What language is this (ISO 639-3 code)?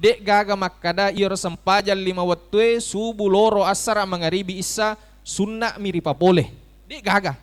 bug